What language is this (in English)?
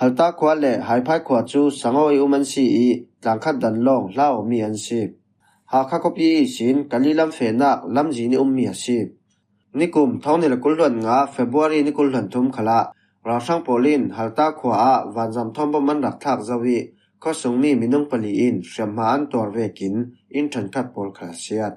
Falam Chin